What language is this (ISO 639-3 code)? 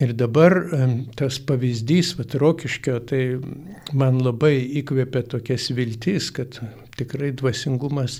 lit